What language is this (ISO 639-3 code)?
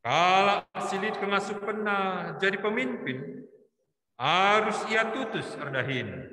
btx